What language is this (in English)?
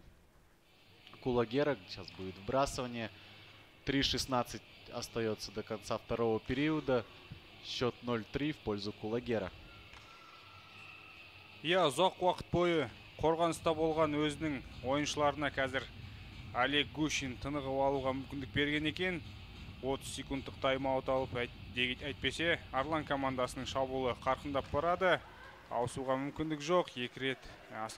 Kazakh